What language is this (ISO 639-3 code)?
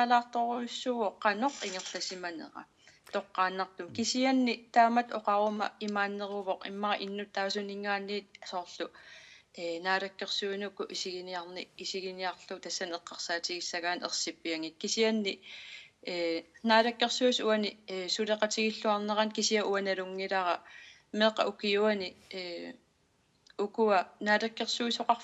kal